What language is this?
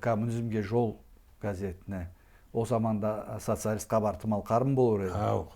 Karachay-Balkar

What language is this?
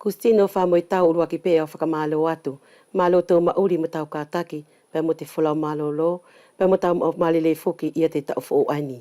Wallisian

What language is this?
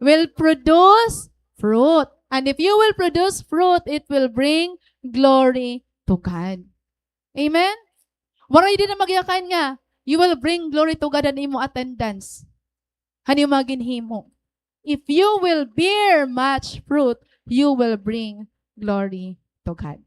Waray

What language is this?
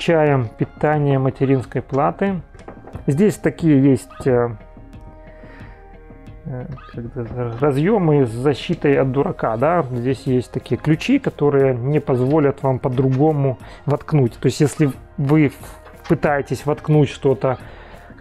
Russian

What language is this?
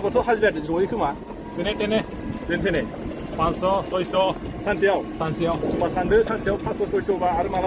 Bodo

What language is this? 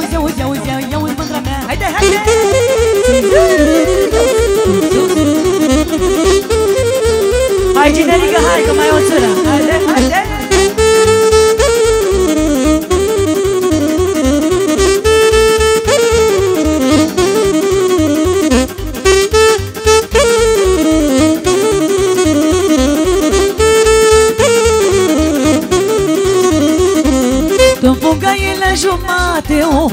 Romanian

